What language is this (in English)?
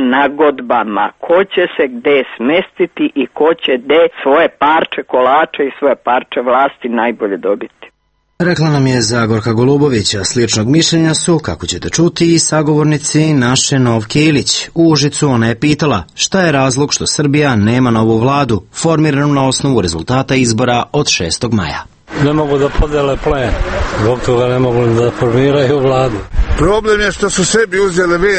Serbian